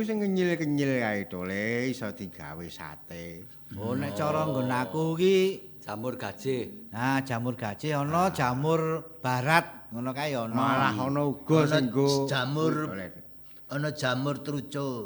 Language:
Javanese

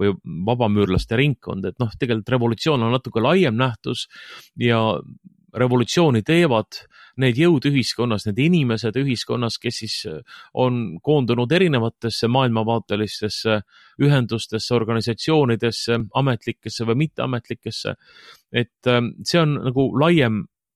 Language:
Estonian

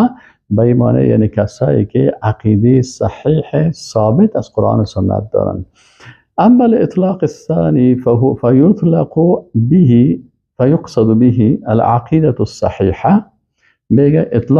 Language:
Persian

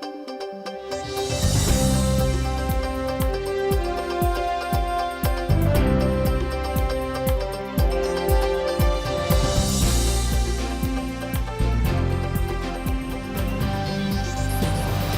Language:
Udmurt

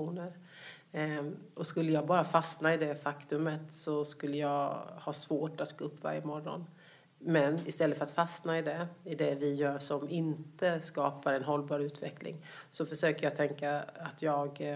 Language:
Swedish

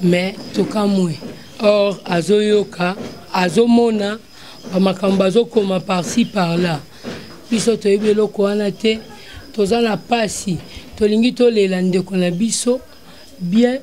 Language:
Lingala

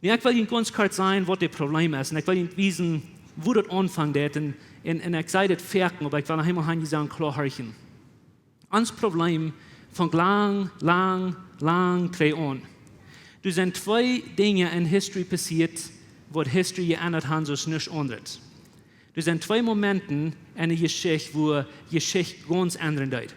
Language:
Plautdietsch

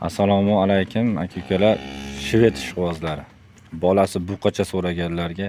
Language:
Uzbek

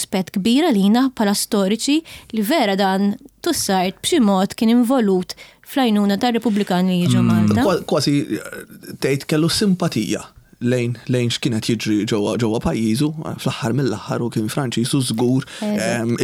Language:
Maltese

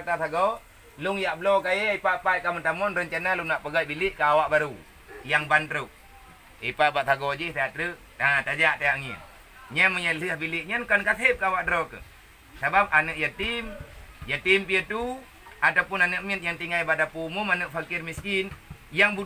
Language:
Achinese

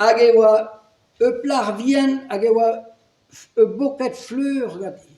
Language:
Breton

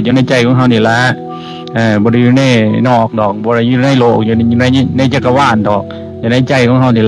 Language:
Lao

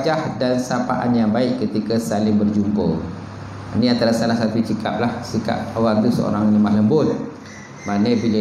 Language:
Malay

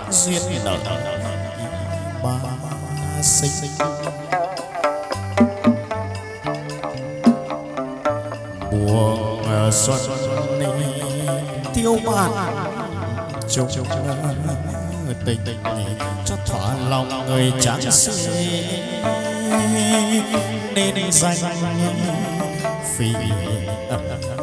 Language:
Vietnamese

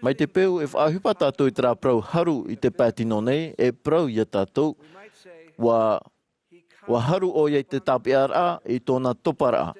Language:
Tahitian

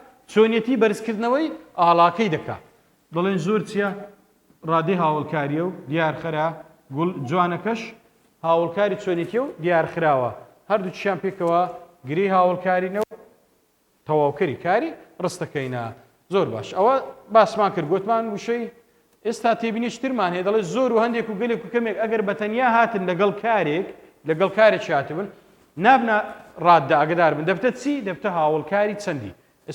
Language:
Central Kurdish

